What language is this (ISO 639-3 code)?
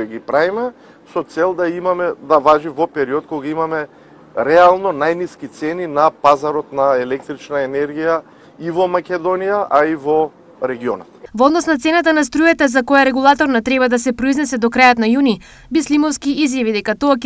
mkd